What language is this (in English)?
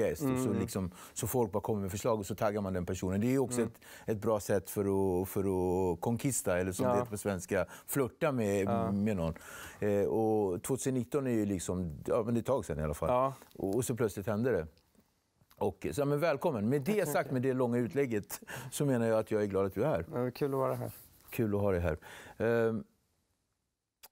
Swedish